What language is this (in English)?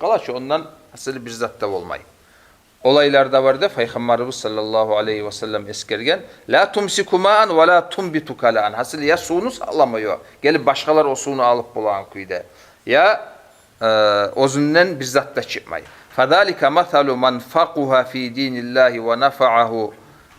Kumyk